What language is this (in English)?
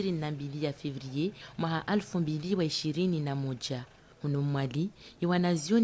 Ngazidja Comorian